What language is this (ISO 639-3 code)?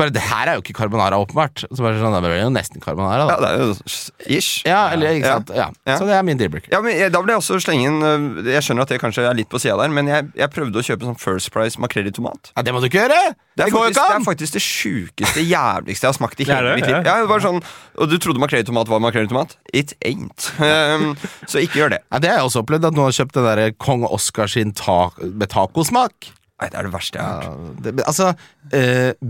nor